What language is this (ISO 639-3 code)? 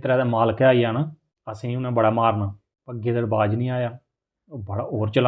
doi